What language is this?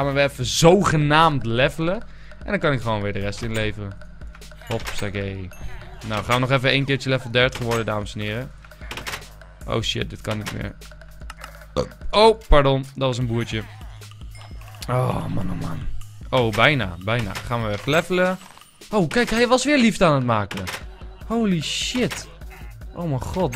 Dutch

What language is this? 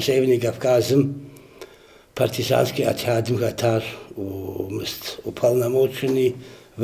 Kabardian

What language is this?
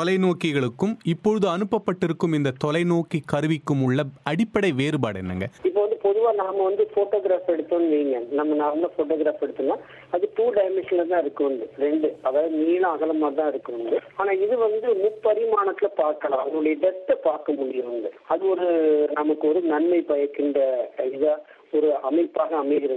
Tamil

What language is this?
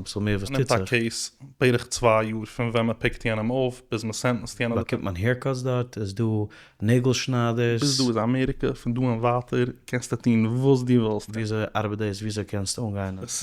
Yiddish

